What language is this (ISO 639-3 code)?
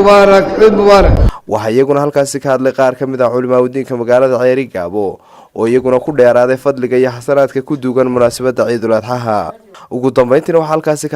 som